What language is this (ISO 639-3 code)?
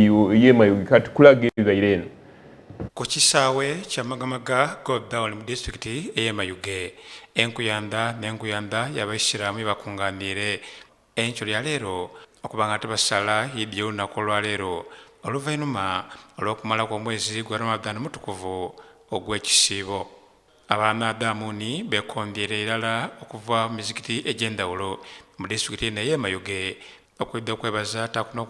xog